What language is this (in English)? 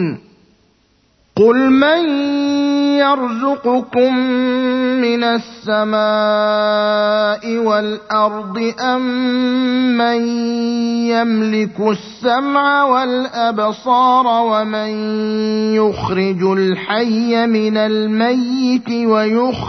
Arabic